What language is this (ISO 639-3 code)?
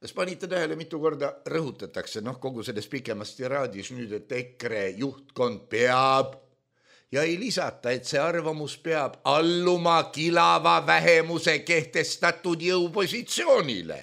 est